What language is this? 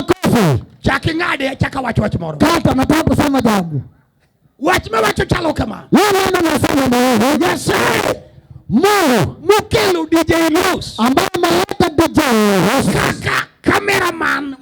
Luo (Kenya and Tanzania)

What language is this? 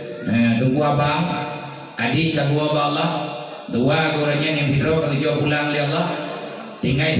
Achinese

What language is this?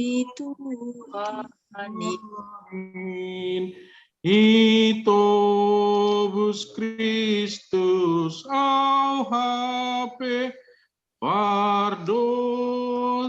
Batak Simalungun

